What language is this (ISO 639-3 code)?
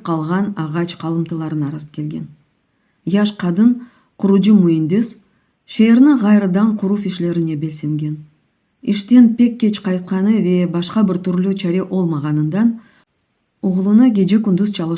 crh